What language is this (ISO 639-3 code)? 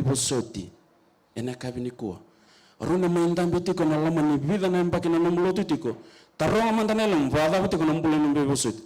fij